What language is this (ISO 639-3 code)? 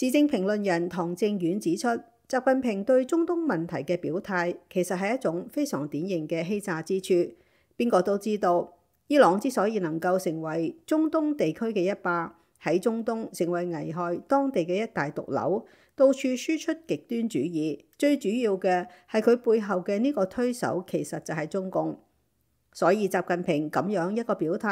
yue